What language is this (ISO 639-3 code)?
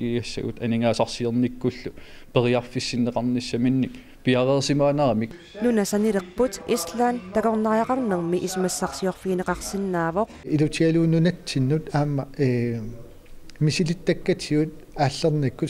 kal